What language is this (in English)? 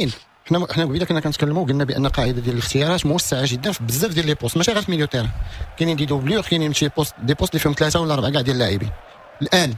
Moroccan Arabic